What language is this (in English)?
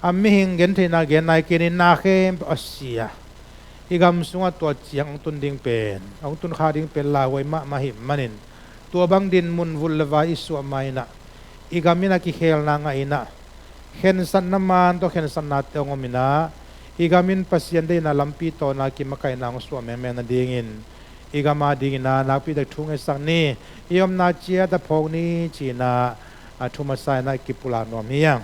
Tedim Chin